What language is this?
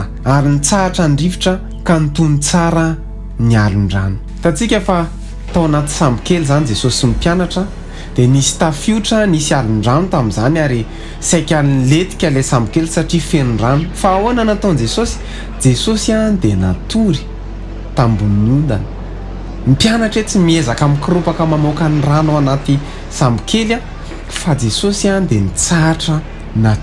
Malagasy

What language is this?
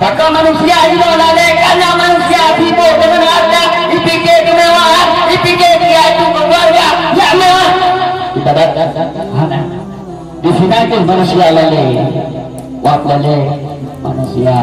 Achinese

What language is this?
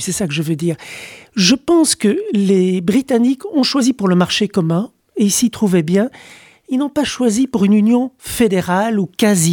French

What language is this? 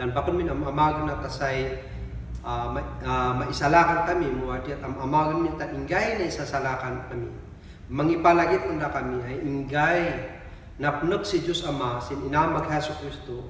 Kankanaey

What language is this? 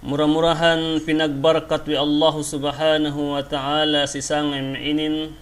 Yakan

